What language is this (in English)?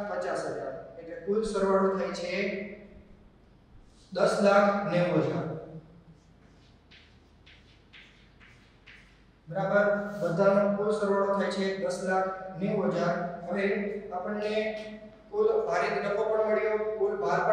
Gujarati